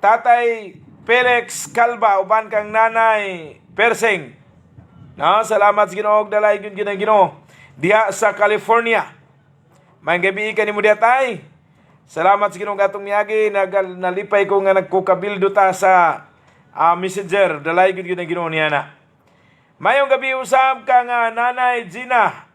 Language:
Cebuano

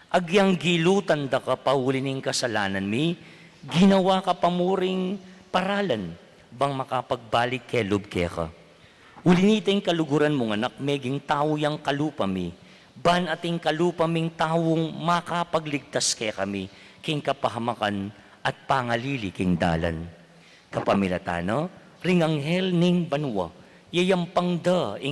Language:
Pampanga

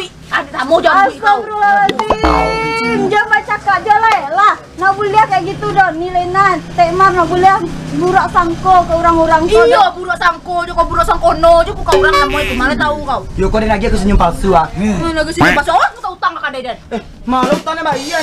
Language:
Minangkabau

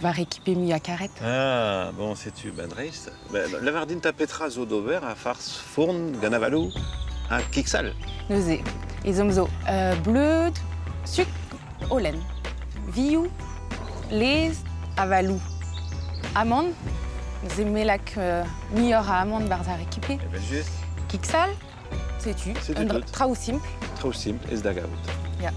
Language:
Breton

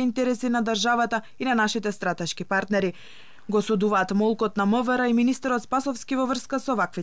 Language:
Macedonian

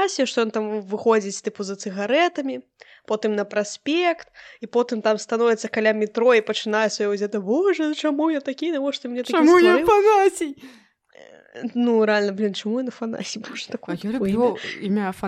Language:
Belarusian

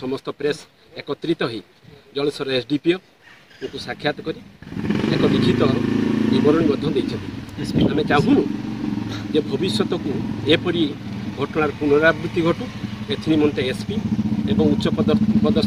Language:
Odia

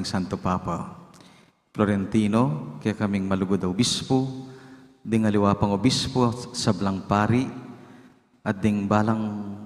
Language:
Pampanga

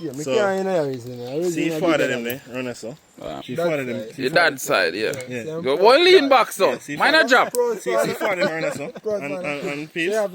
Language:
Jamaican Creole English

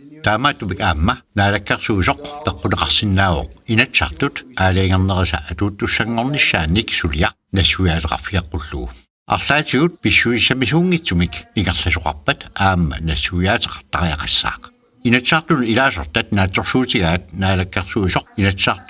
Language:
Kalaallisut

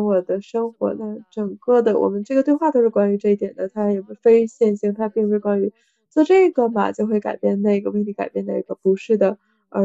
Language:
Chinese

